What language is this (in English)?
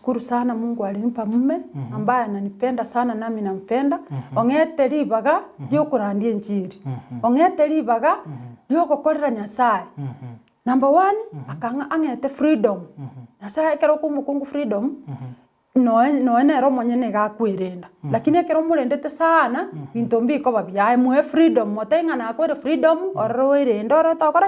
Gusii